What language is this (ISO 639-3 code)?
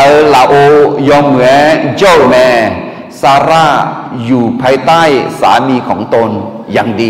ahk